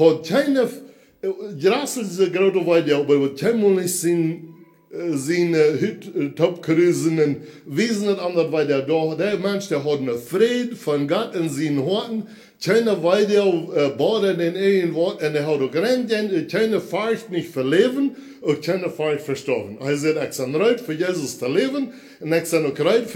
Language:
Plautdietsch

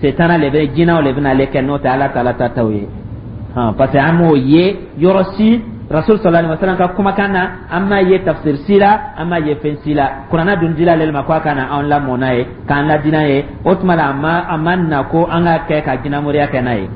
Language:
Dyula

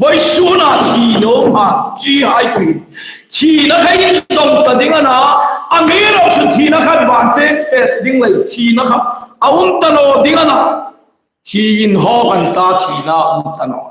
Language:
Hmar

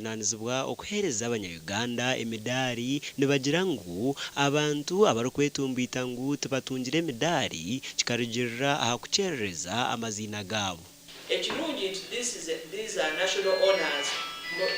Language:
Nyankole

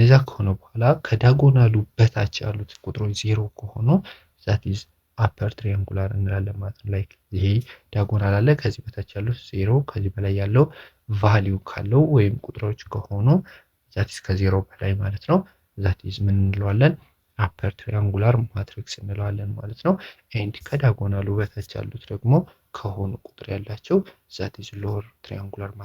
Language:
Amharic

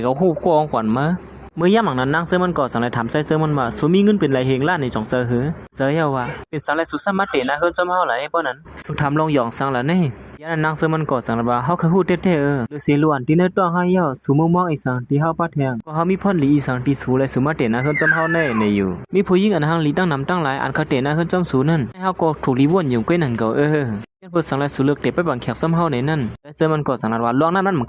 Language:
Shan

